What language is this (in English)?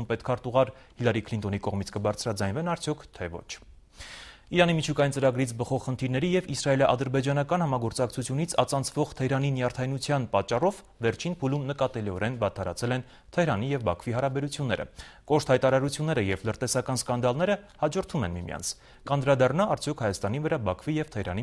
Armenian